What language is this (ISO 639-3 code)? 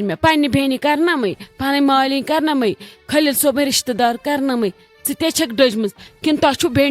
kas